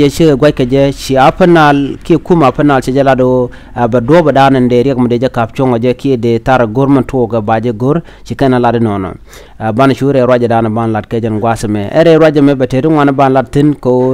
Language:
Nuer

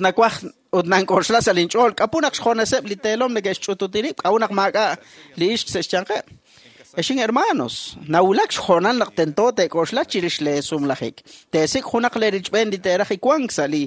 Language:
Kekchí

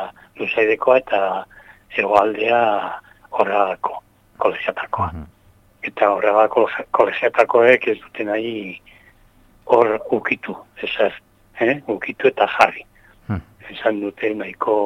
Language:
Basque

